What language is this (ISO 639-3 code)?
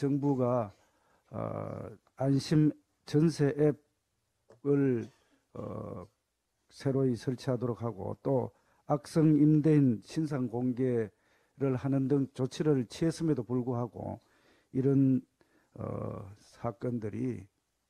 kor